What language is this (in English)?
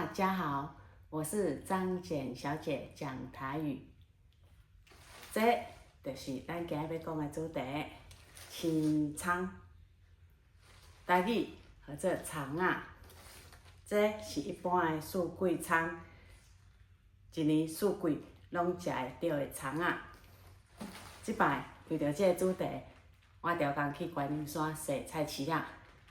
Min Nan Chinese